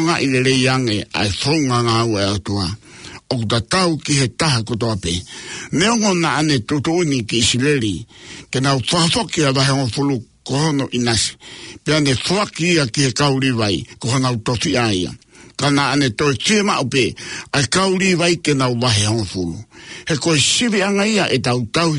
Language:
Tongan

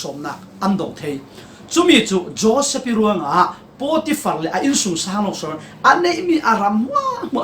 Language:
Falam Chin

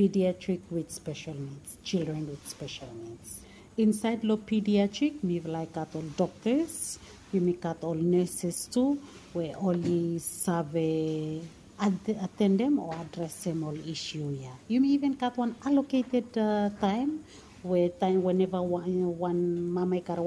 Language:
Bislama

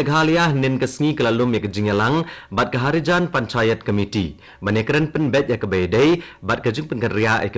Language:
Khasi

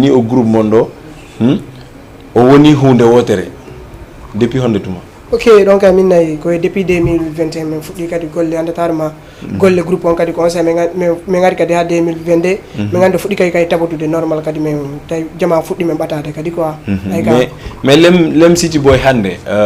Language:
Fula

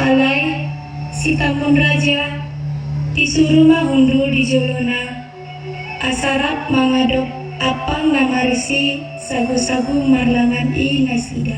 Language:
Batak Toba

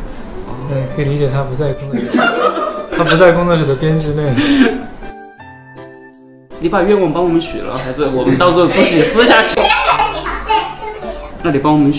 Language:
Chinese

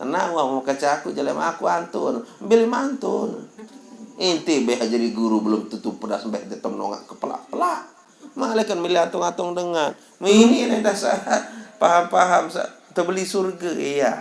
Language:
Sasak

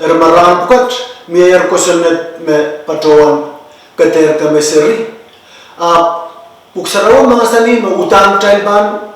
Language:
Pohnpeian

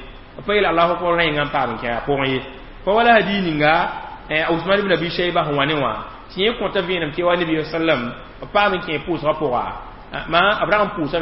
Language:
Mossi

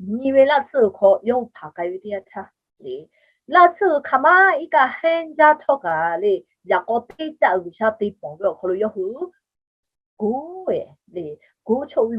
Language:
Lahu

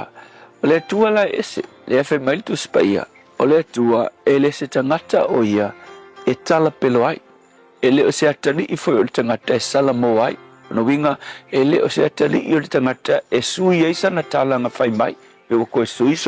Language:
Samoan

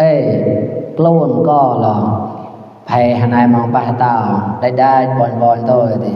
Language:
Mon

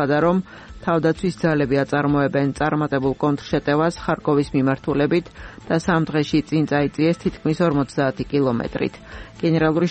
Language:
Georgian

